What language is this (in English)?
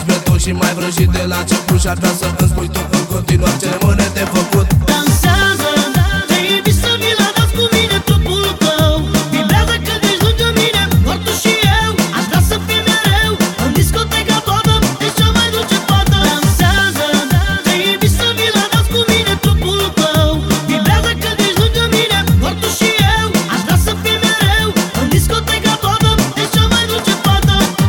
Romanian